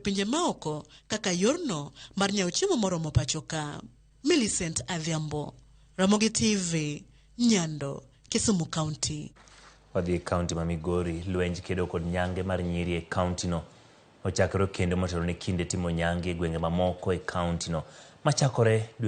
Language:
Luo (Kenya and Tanzania)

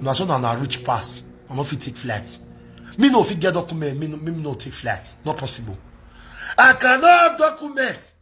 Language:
Nigerian Pidgin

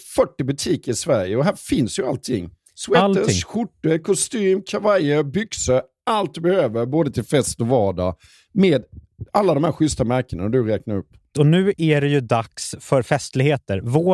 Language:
Swedish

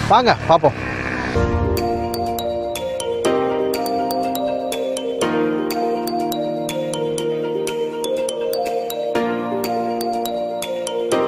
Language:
Tamil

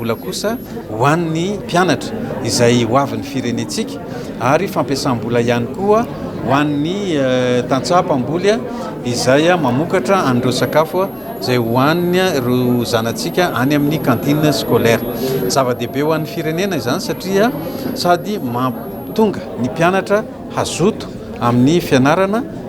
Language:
Malagasy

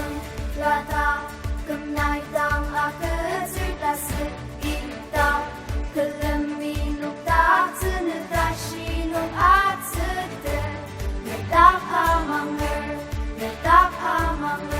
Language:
Ao Naga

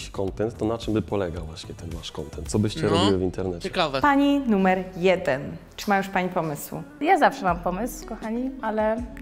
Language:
Polish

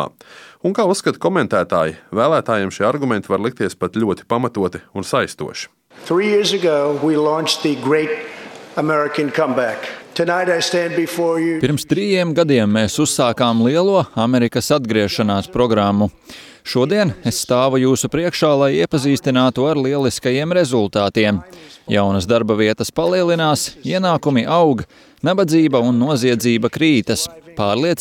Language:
Latvian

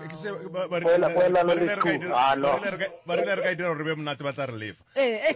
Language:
Northern Sotho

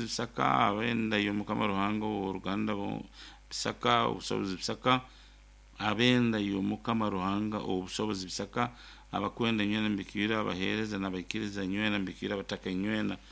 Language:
Nyoro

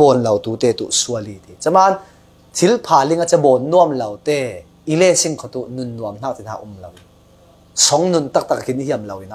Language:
Falam Chin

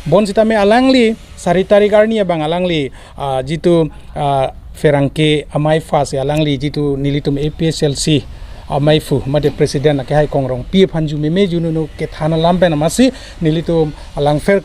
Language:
Karbi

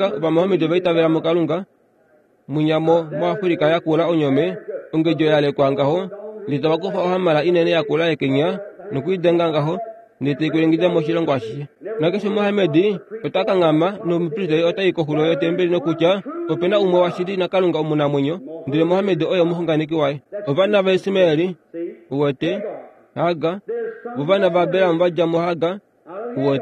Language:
Kuanyama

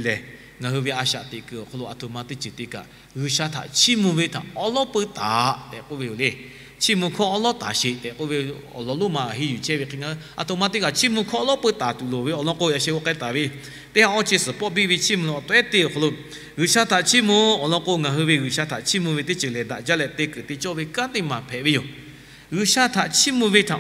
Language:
Lahu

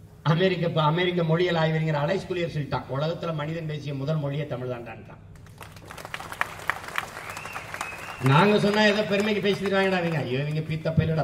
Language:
Tamil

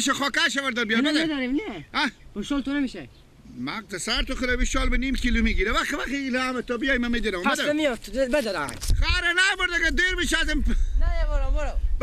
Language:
Persian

